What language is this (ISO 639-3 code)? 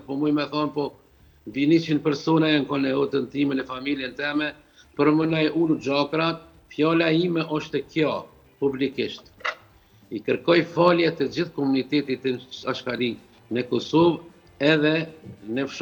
sqi